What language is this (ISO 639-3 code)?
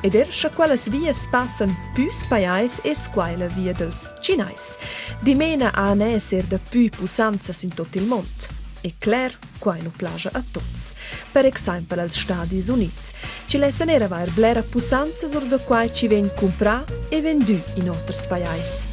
roh